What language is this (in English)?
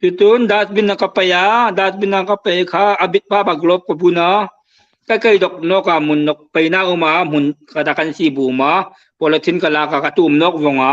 Hmar